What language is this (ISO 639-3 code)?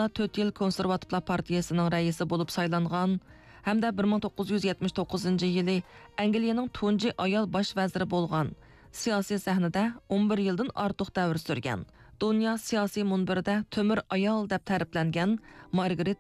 uig